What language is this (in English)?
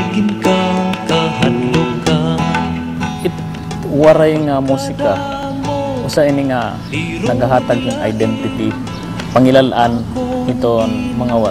Waray